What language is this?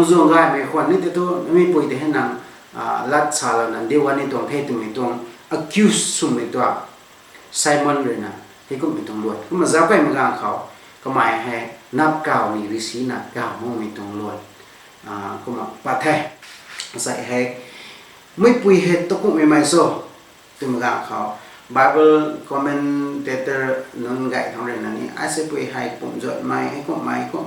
Rongmei Naga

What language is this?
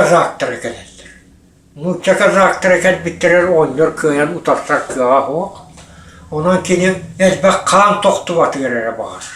Yakut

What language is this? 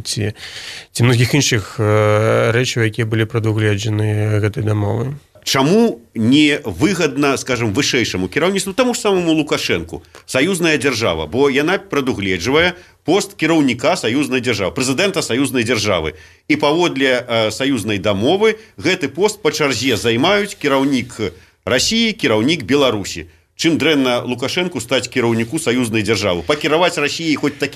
Belarusian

